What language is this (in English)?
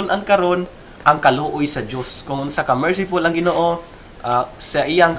Cebuano